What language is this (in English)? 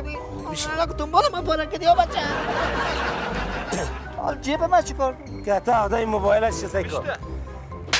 Persian